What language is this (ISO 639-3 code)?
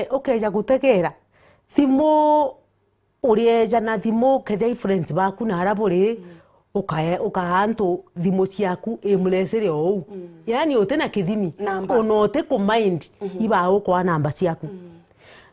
mer